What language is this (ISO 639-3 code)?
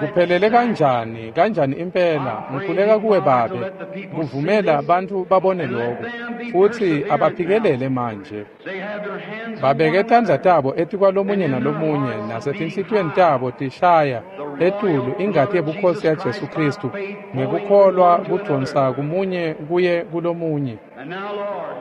ssw